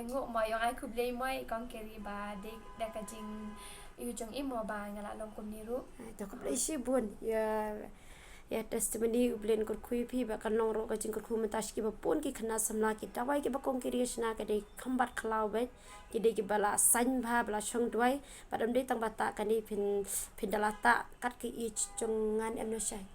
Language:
Khasi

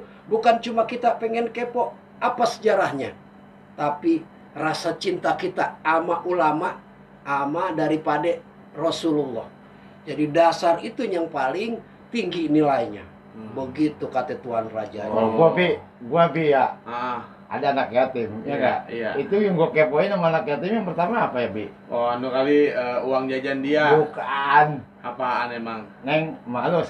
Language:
Betawi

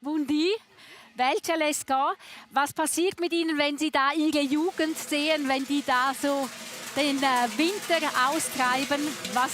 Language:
Romansh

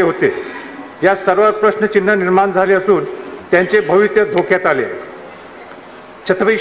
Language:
Marathi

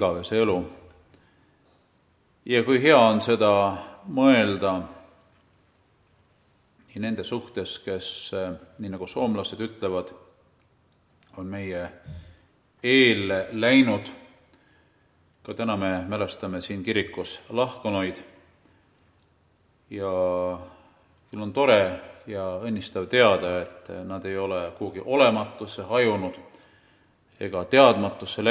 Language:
Estonian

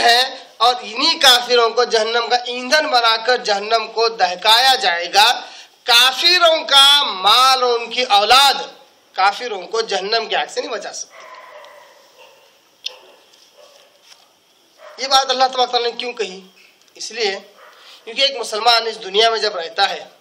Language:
Urdu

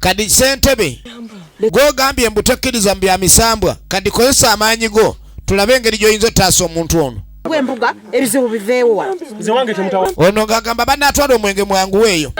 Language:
Ganda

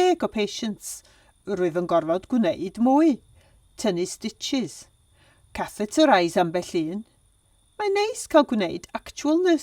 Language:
Welsh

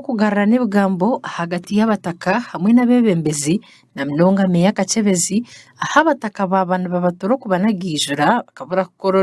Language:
Nyankole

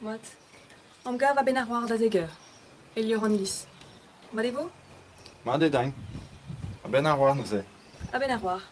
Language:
Breton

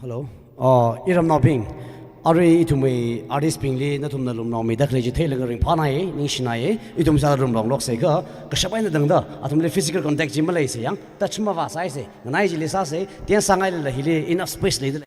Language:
Tangkhul Naga (India)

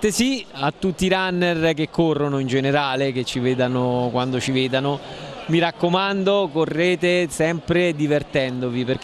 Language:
Italian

